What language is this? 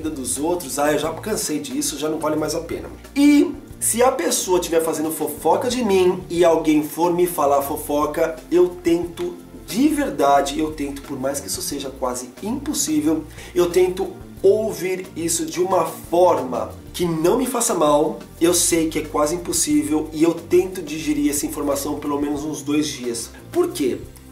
Portuguese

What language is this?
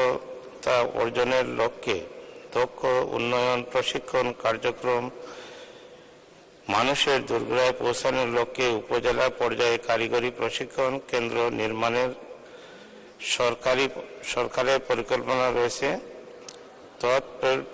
Bangla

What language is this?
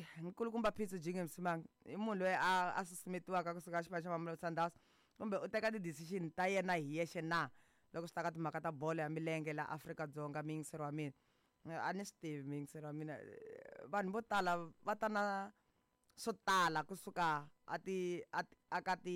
Tsonga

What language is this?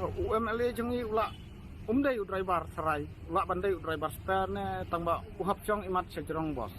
Khasi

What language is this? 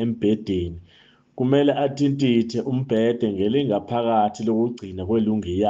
Zulu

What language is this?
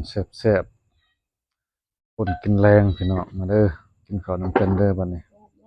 Northeastern Thai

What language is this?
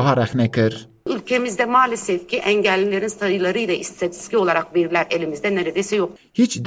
Kurdish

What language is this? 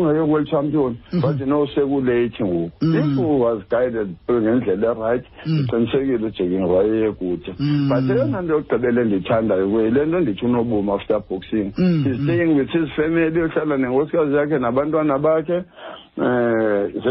Xhosa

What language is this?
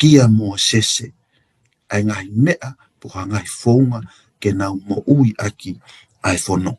Tongan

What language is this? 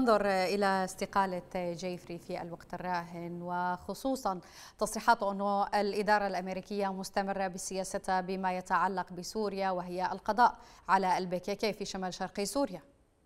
Arabic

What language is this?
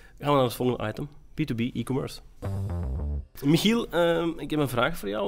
Dutch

